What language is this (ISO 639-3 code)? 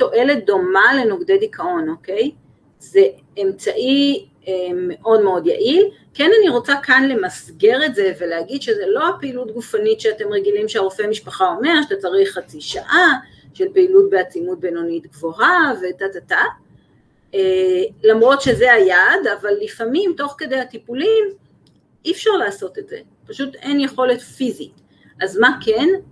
heb